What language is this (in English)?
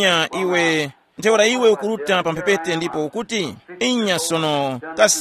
Tumbuka